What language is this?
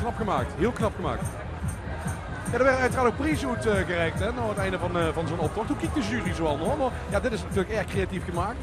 Limburgish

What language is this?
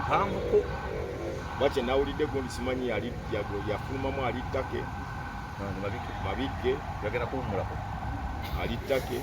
Ganda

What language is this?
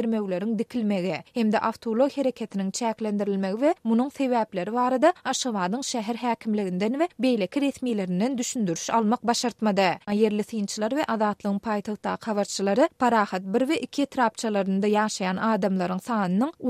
Turkmen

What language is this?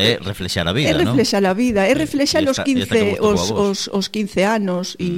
Galician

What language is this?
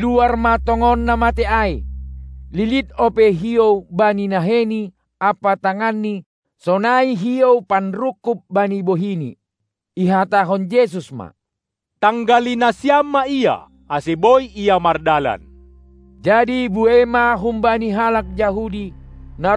Batak Simalungun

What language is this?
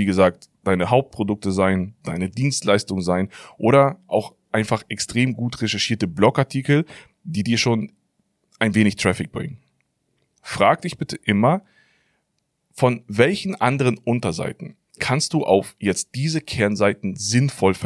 German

